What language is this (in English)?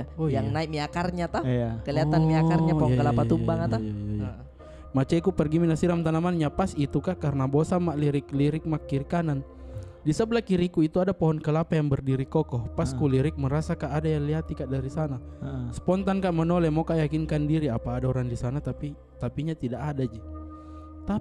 Makassar Malay